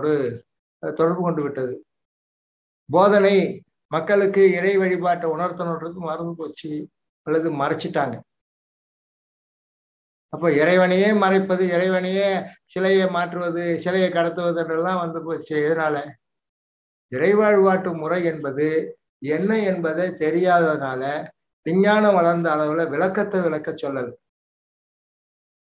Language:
Tamil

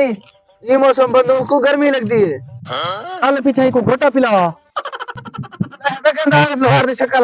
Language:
Saraiki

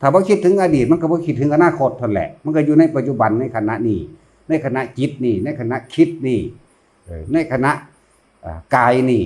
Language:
Northeastern Thai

